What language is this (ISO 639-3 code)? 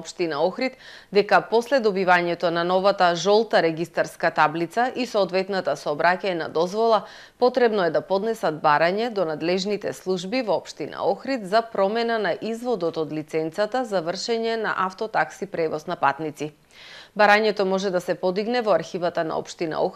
mkd